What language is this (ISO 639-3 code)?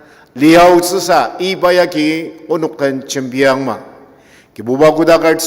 njo